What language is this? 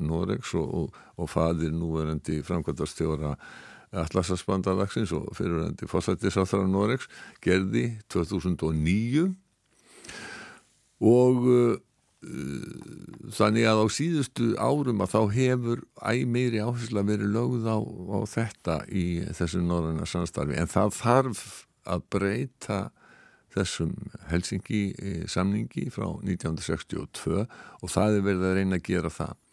Icelandic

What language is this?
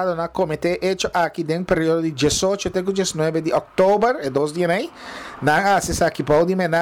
Papiamento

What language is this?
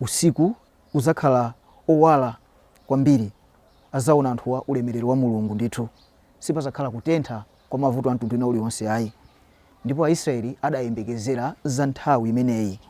Nyanja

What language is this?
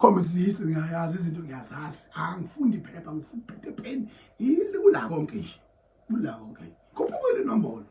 Zulu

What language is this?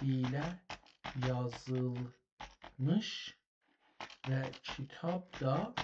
South Azerbaijani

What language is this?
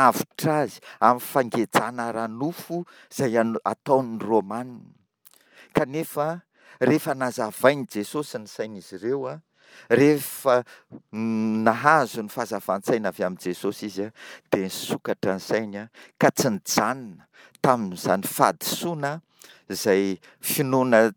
Malagasy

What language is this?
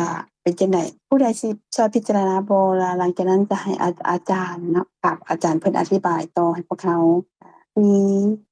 Lao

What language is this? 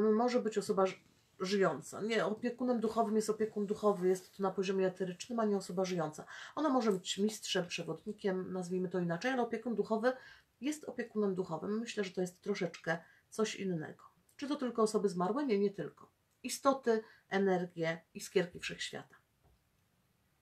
Polish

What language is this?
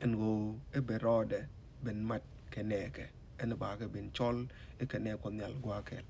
Nuer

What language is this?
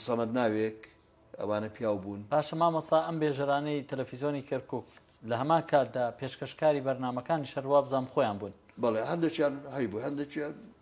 Central Kurdish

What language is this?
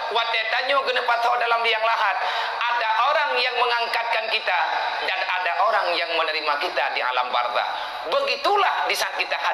Achinese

